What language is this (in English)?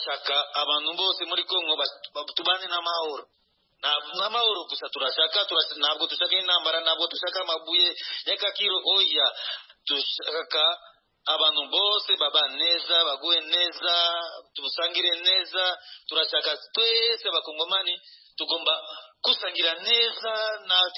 Kinyarwanda